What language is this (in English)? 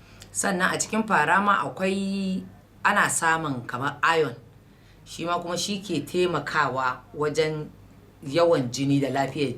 Hausa